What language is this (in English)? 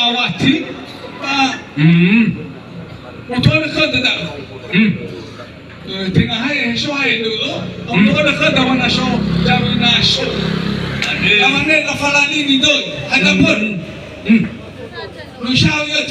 Nias